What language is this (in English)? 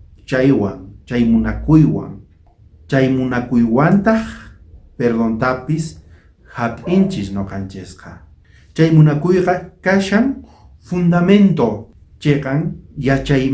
South Bolivian Quechua